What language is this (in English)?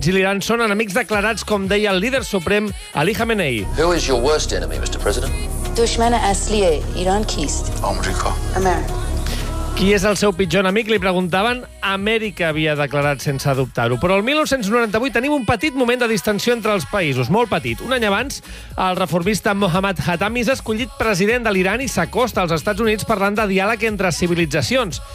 Catalan